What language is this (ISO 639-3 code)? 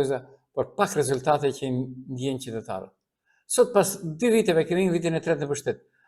sqi